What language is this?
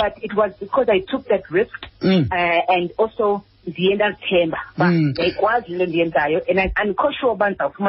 Xhosa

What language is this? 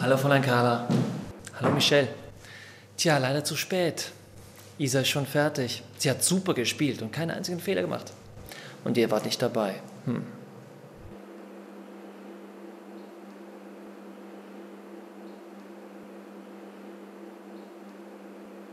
German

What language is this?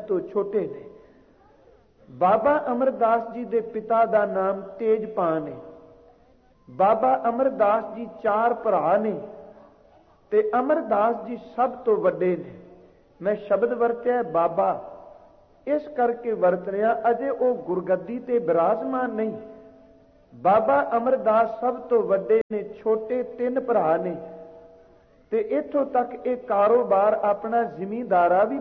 Punjabi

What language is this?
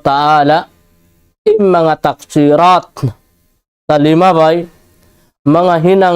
Tausug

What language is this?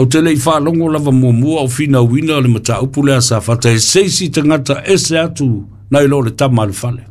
Samoan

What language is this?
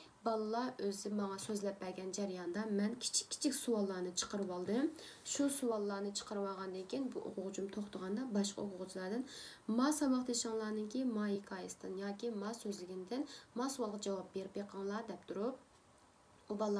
Uyghur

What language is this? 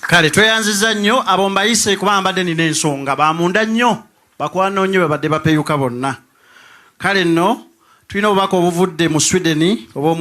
Ganda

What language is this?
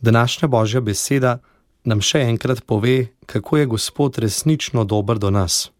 Slovenian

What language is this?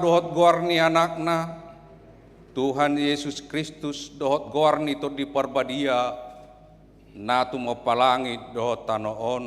Batak Toba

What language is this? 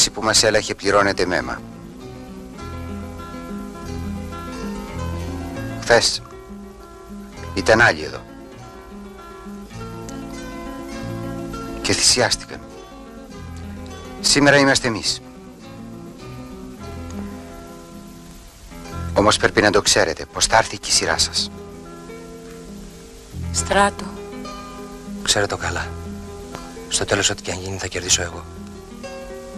Greek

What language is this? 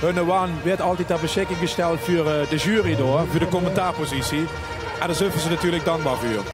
Limburgish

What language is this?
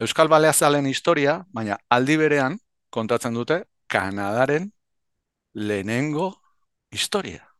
Basque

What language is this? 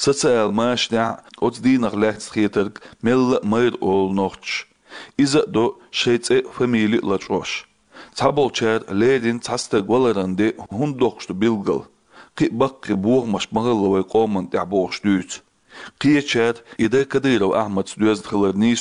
Chechen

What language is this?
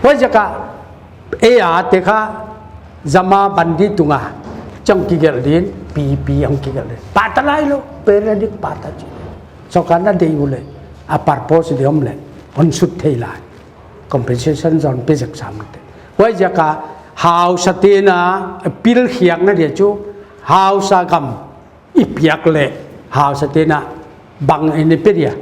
Paite Chin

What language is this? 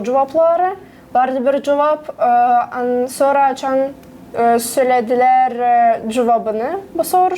Gagauz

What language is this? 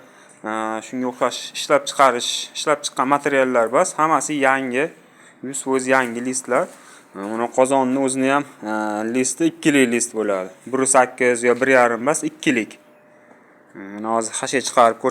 Uzbek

